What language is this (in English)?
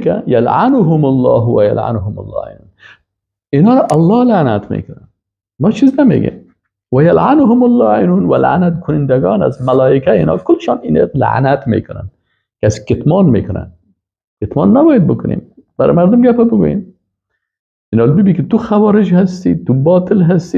Persian